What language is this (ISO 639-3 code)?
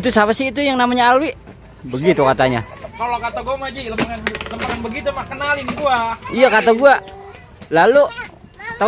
bew